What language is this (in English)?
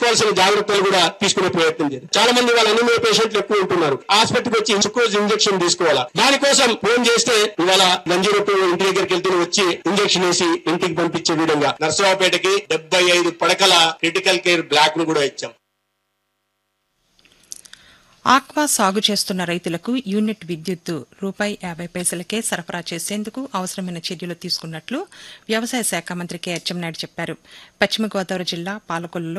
Telugu